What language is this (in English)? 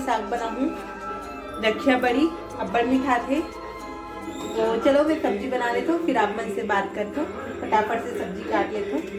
Chhattisgarhi